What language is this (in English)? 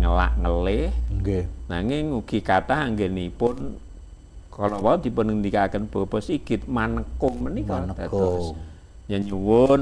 Javanese